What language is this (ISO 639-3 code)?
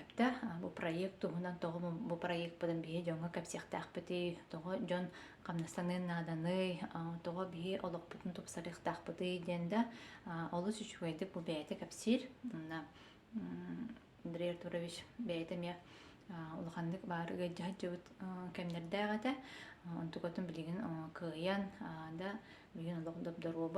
sah